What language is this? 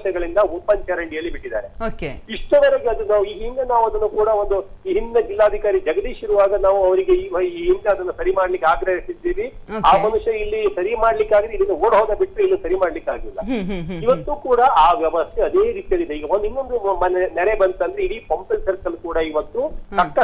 Kannada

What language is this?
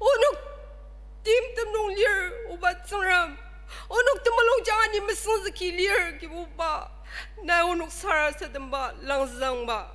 Ao Naga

